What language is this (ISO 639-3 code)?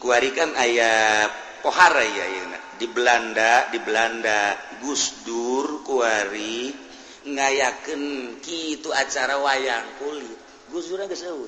sun